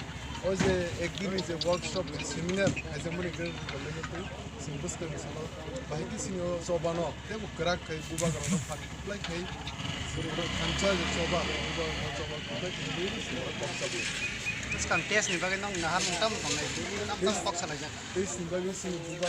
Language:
Kok Borok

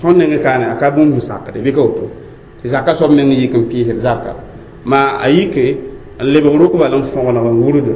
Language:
Mossi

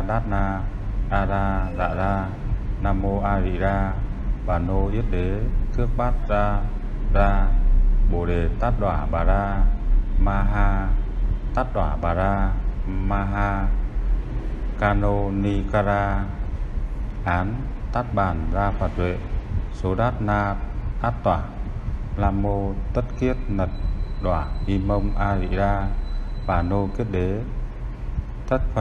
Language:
Vietnamese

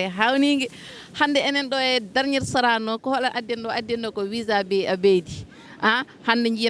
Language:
Fula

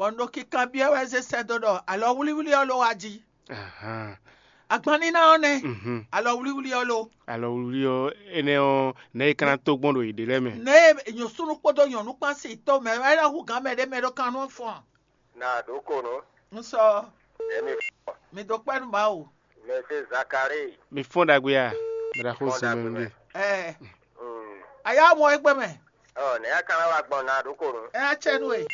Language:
Fon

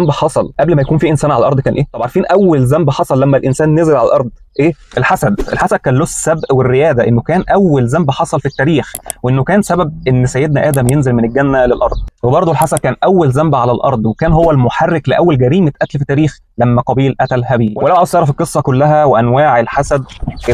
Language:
Egyptian Arabic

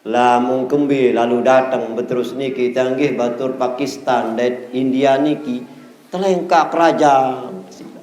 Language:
Sasak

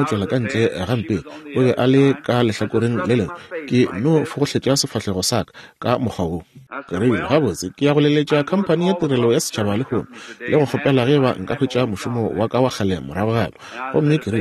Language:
Northern Sotho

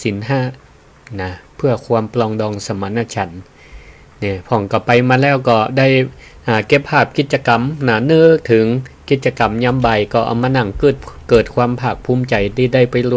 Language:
Northern Thai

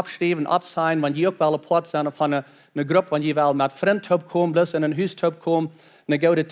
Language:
Plautdietsch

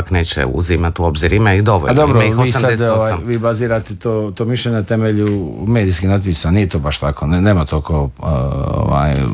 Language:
Croatian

